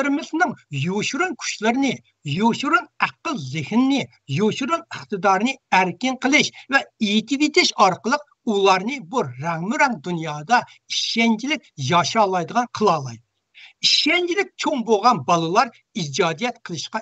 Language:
Uyghur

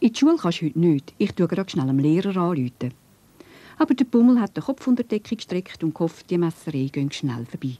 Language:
Swiss German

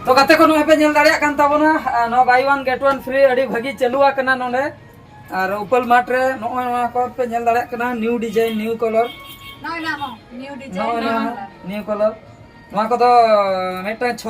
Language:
Santali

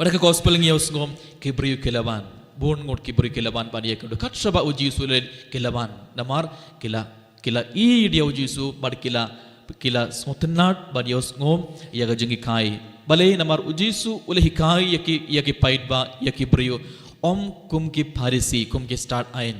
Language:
Khasi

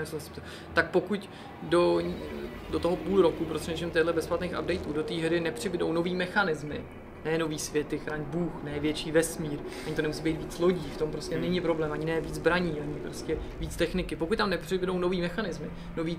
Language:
Czech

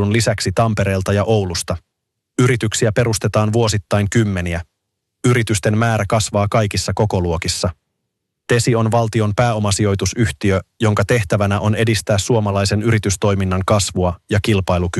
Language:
Finnish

